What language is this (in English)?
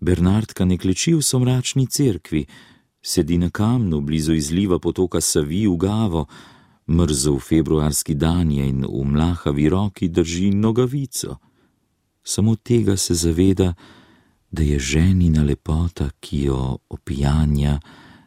Slovenian